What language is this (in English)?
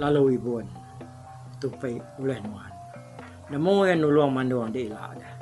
Iban